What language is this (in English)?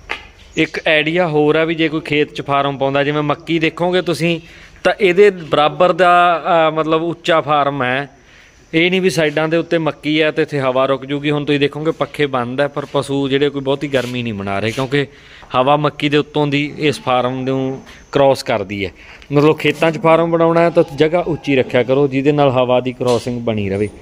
Punjabi